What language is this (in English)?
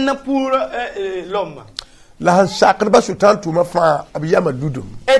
Mossi